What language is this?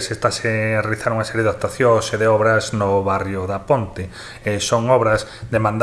Galician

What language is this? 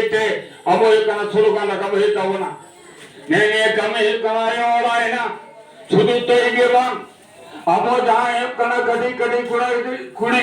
Santali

